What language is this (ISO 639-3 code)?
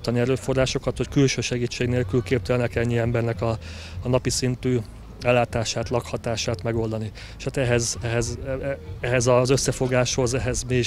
hun